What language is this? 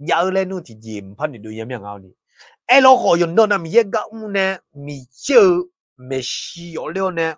Akha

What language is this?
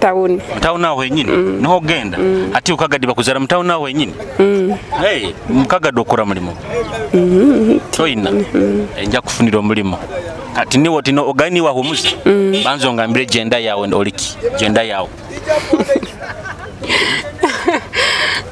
Nyoro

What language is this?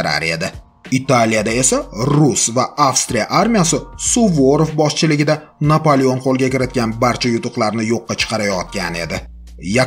Uzbek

